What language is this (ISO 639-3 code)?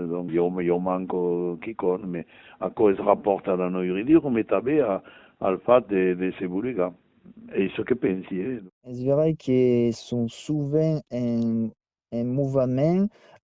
oci